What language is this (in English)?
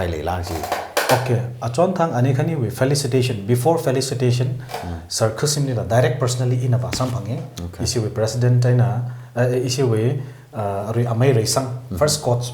Tangkhul Naga (India)